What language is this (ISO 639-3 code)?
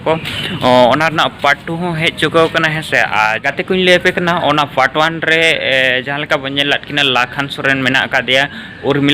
sat